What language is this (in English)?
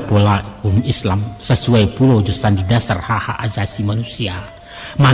Minangkabau